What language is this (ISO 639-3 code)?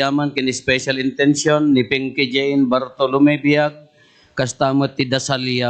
ilo